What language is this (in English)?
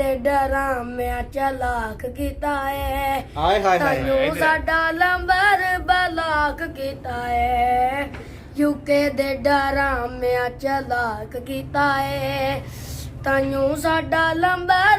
Pahari-Potwari